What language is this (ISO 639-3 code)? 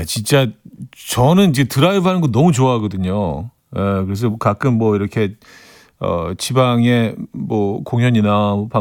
kor